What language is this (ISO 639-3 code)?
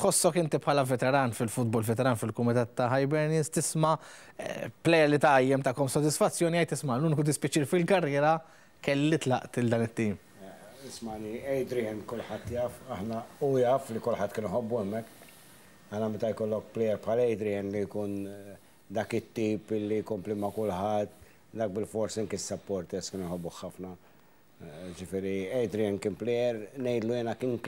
mlt